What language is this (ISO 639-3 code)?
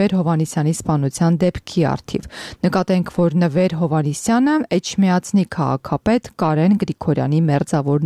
hye